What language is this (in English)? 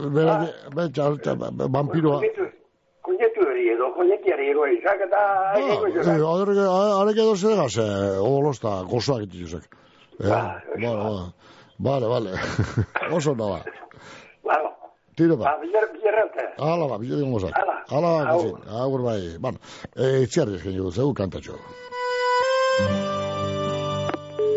Basque